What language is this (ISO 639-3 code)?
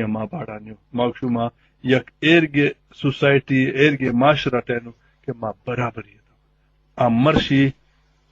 bal